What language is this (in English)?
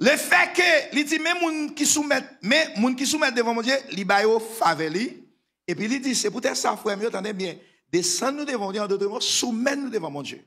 Haitian Creole